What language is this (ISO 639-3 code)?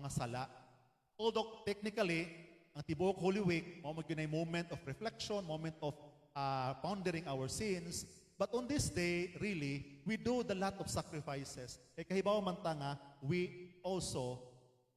ceb